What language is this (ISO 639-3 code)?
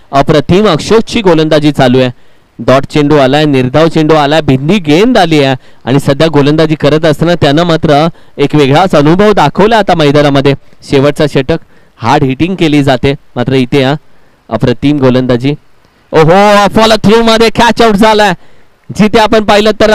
mar